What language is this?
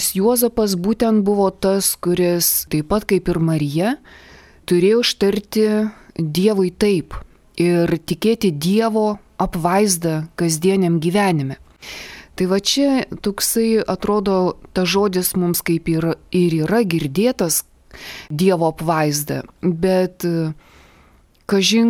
Lithuanian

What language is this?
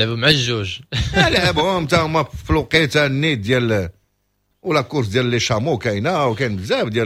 Moroccan Arabic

